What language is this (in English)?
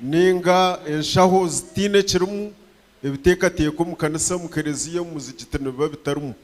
Nyankole